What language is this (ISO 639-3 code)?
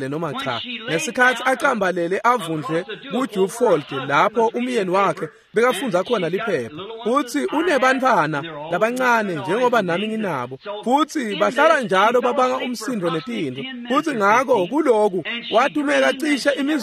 ssw